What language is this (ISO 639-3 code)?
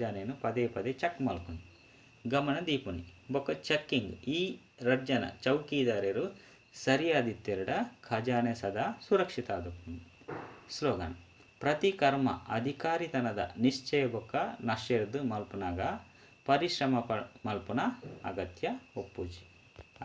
tcy